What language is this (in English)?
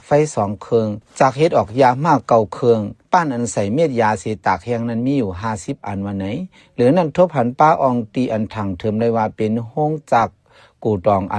Shan